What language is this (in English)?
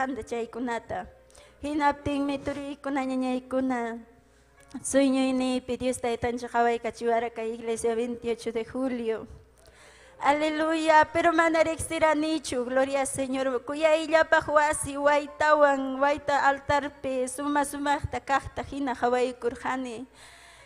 Ayacucho Quechua